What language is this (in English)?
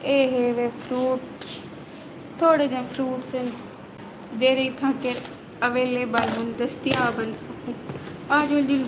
Saraiki